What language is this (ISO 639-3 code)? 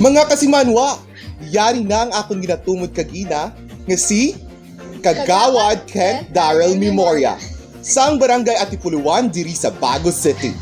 hil